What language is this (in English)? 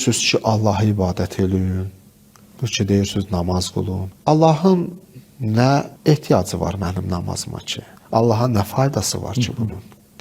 Azerbaijani